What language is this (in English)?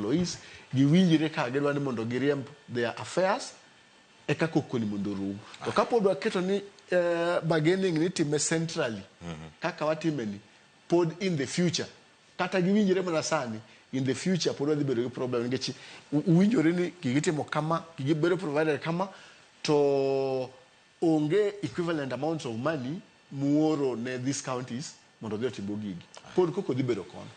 Luo (Kenya and Tanzania)